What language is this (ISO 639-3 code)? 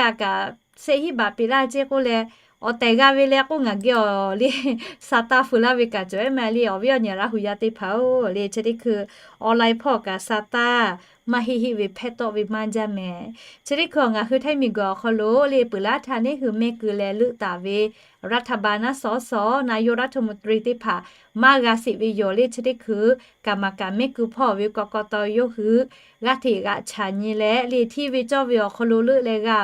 lhu